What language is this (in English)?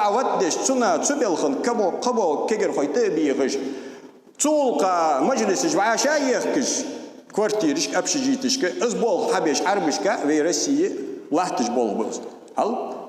Ingush